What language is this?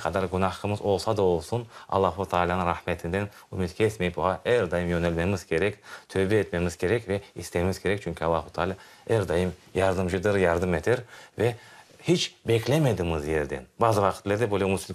Crimean Tatar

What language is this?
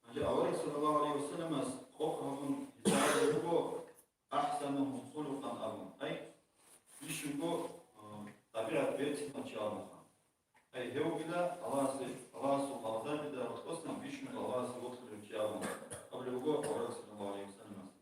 Avaric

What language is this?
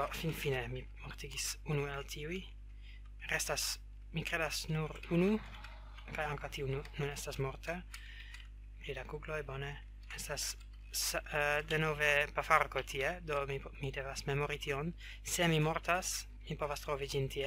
Esperanto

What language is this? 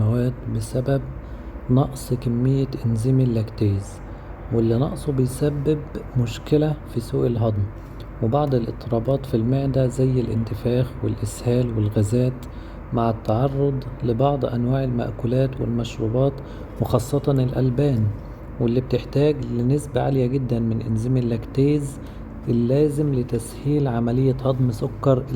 Egyptian Arabic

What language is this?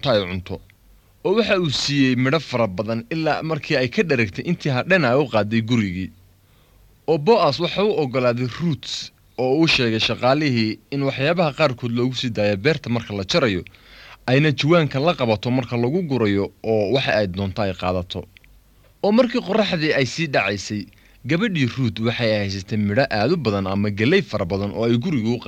Somali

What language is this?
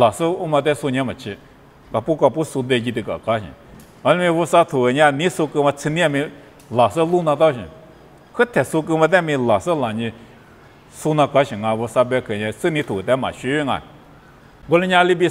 Lisu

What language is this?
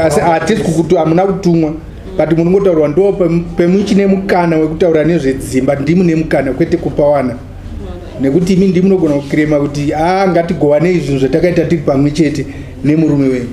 Shona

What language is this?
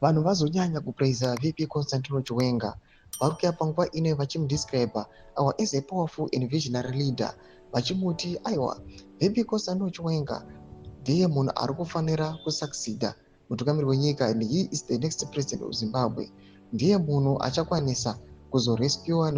Shona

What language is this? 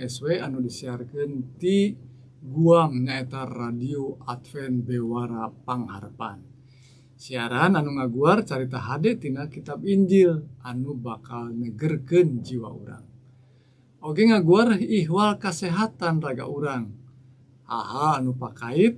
Sundanese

